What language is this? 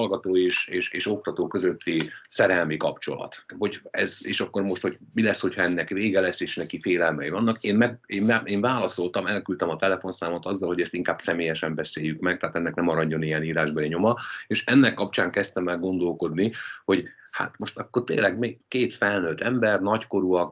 Hungarian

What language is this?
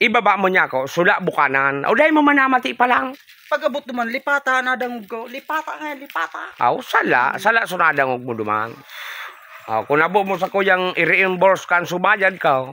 Bikol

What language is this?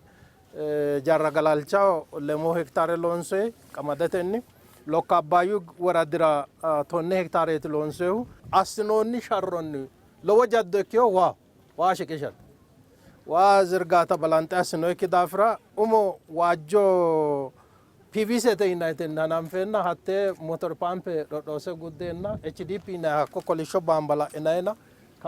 Sidamo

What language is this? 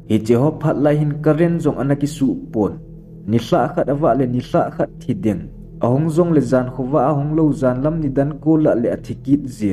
Thado Chin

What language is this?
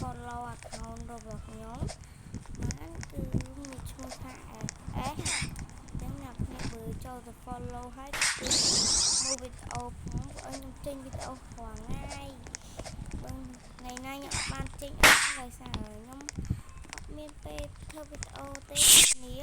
Khmer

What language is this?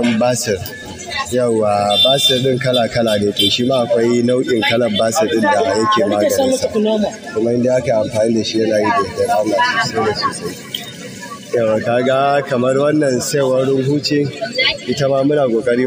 Hausa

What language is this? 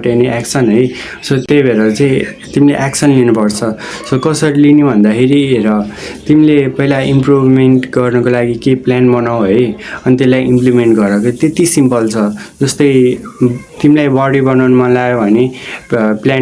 Nepali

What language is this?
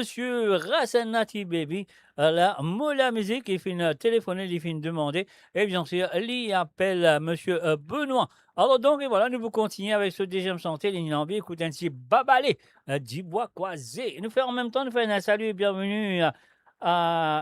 Morisyen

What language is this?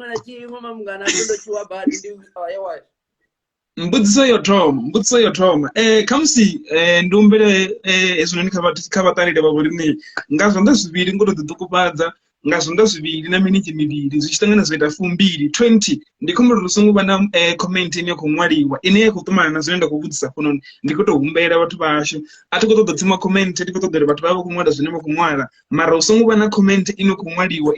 Venda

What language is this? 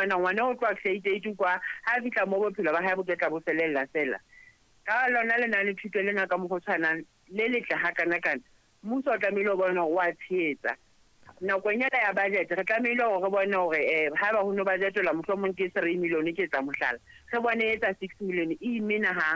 Southern Sotho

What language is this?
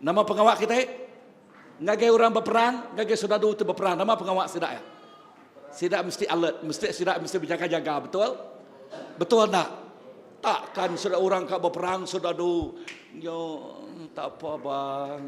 Iban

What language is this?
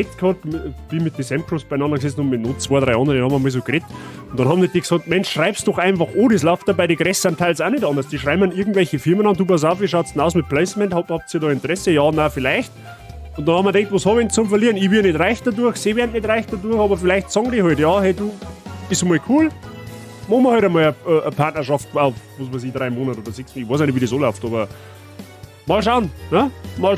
Bavarian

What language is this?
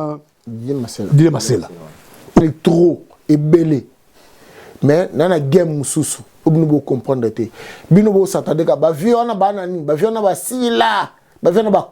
Lingala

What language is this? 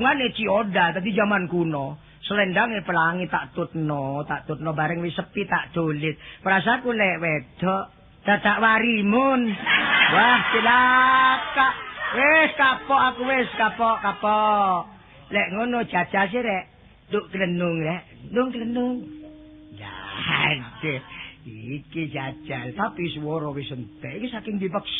Javanese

